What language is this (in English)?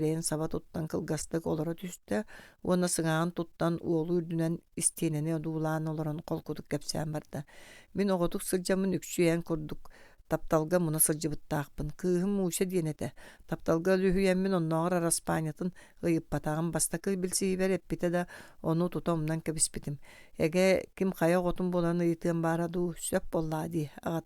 Yakut